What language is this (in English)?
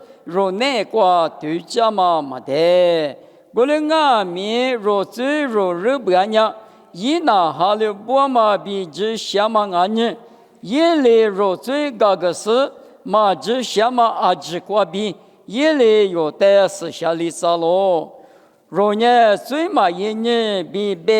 Lisu